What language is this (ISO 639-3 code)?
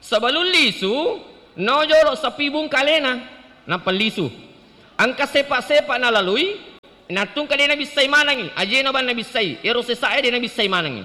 bug